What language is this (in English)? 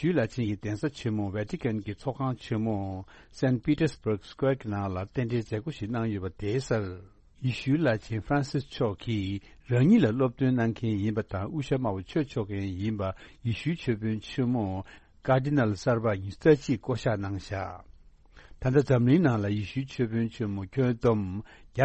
Tibetan